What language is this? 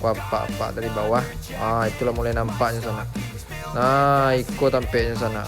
Minangkabau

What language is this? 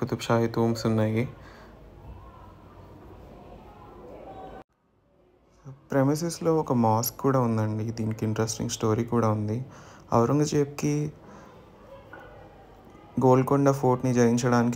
Telugu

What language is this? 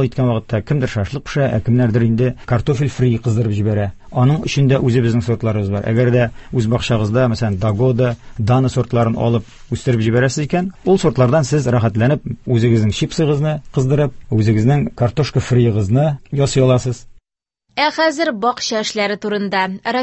Tatar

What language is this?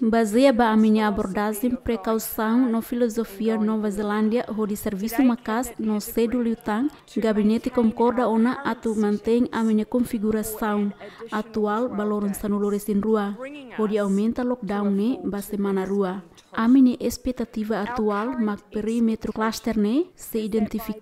Tetum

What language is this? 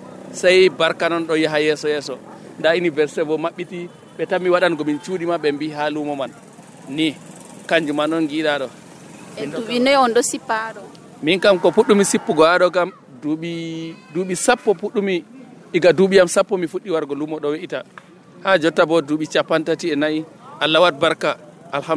Nigerian Fulfulde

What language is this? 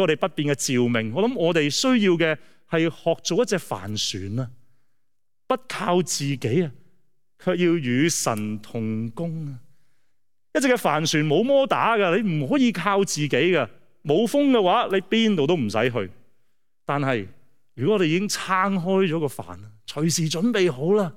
Cantonese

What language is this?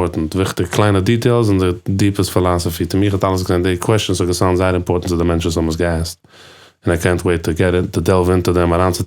Yiddish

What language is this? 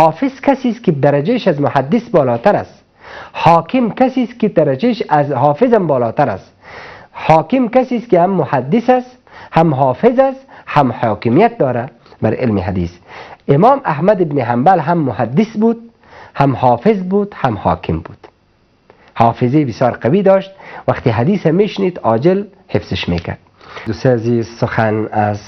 Persian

